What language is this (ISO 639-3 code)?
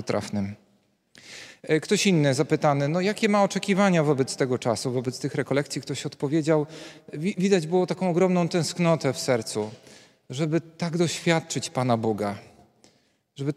pol